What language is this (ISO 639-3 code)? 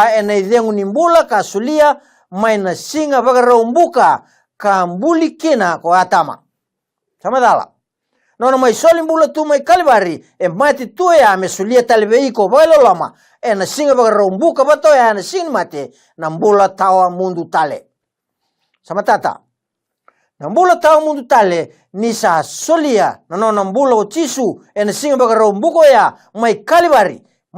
fij